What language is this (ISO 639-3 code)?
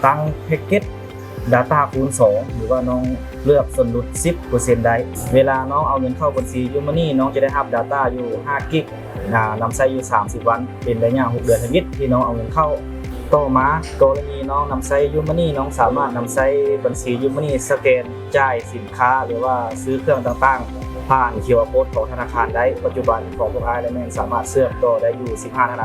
lao